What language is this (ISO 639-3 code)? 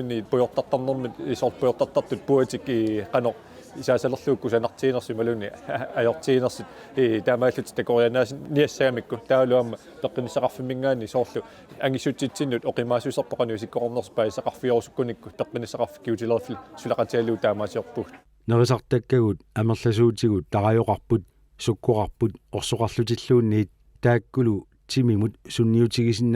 kal